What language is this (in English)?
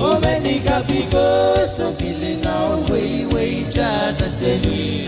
Pohnpeian